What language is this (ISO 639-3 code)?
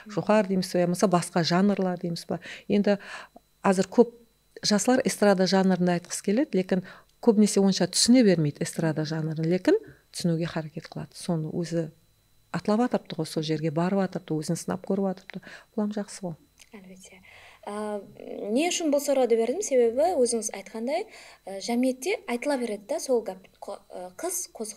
kaa